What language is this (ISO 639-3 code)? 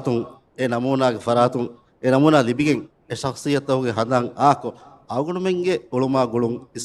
div